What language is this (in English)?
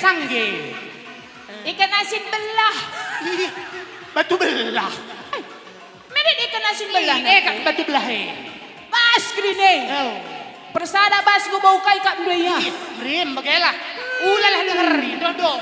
Batak Karo